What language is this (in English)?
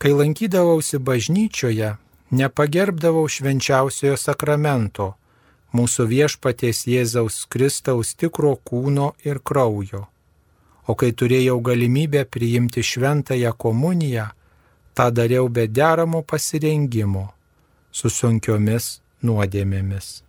Lithuanian